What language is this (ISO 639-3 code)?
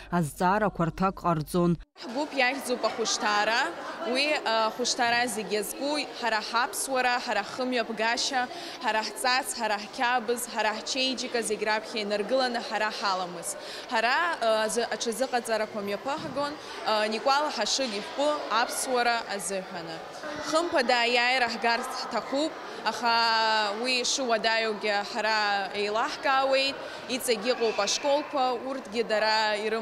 abk